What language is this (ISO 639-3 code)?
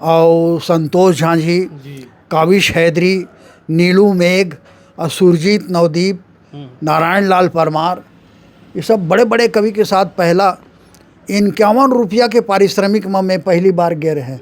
hne